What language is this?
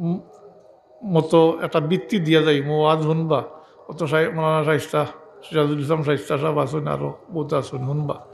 Sylheti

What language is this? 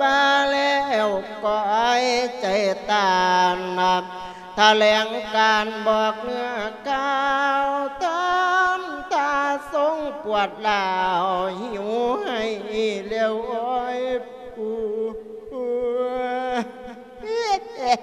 Lao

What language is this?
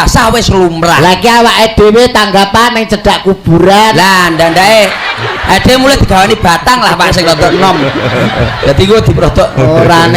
Javanese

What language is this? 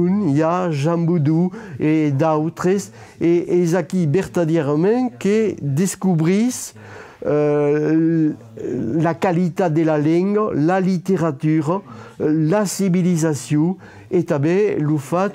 Occitan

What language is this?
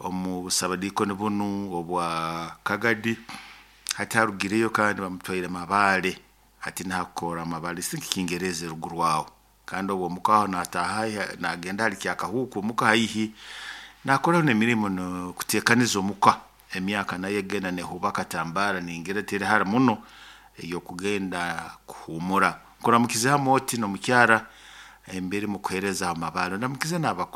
Nyoro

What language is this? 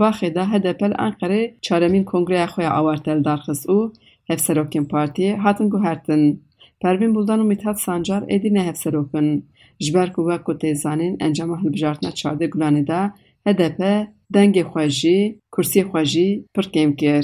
Kurdish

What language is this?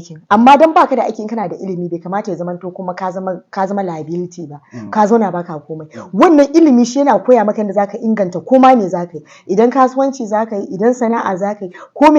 Hausa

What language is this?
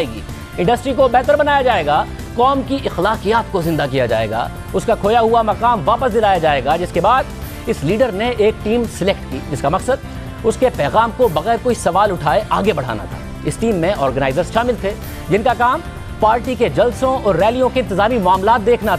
Urdu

